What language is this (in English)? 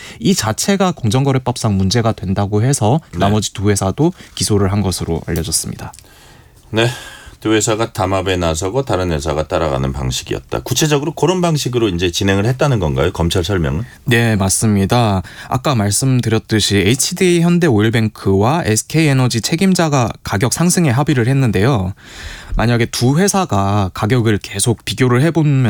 Korean